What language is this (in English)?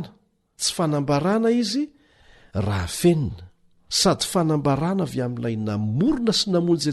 Malagasy